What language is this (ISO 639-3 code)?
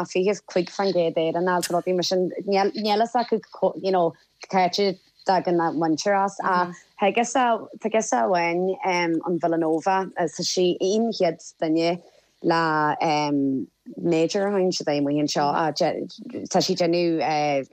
gle